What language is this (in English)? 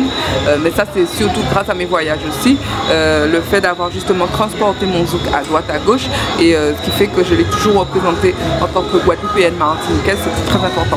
Guadeloupean Creole French